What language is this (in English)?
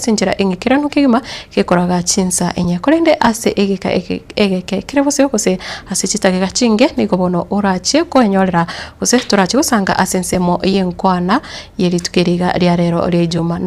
Gusii